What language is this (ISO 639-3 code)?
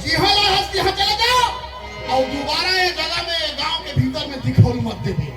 hne